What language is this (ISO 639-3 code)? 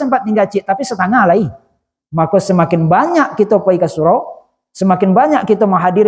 min